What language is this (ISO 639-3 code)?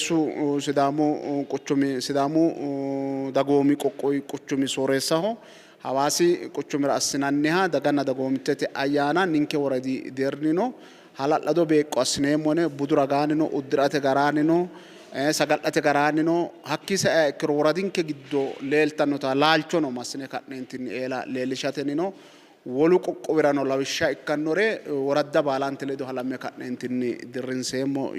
sid